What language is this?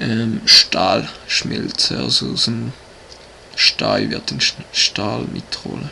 Swiss German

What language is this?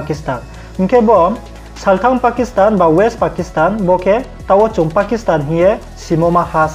Riang (India)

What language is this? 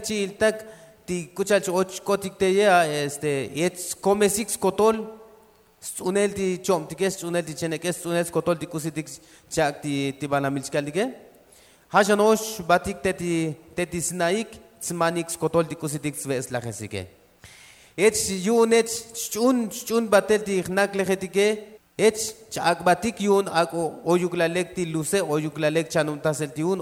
Tzotzil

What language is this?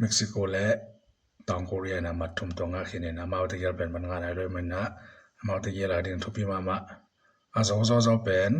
Tedim Chin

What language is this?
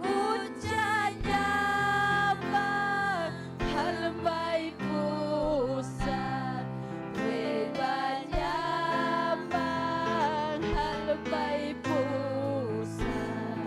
Ayacucho Quechua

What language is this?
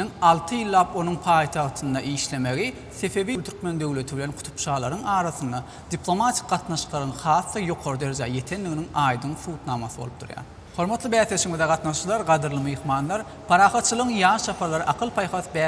Turkmen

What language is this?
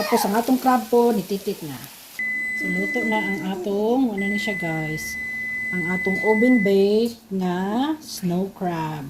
Cebuano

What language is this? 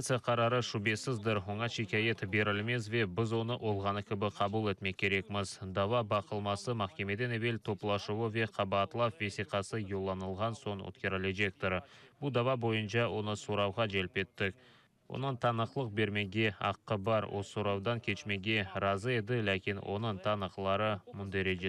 Crimean Tatar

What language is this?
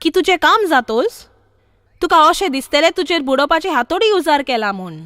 Konkani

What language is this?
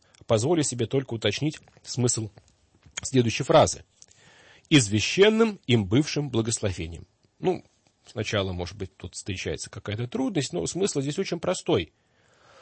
Russian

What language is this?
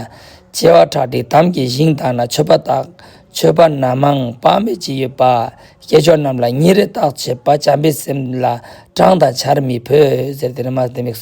Ladakhi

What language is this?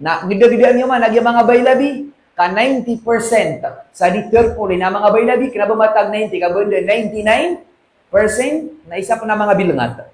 Maranao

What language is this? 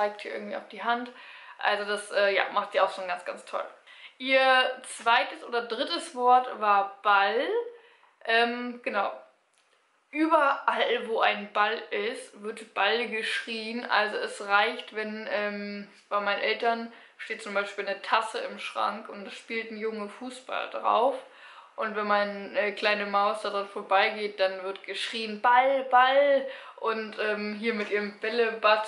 German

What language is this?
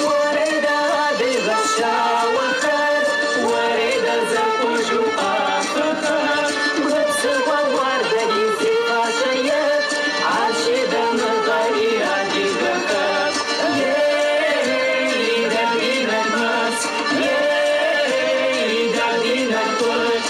Kabardian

